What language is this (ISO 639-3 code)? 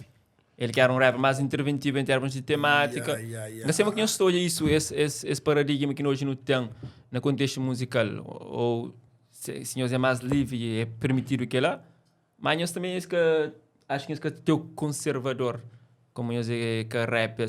kea